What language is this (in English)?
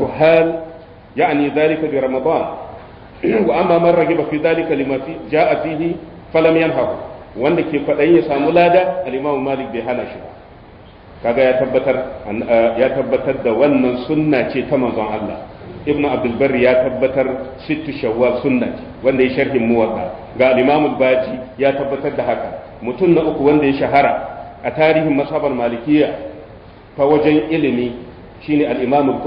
Hausa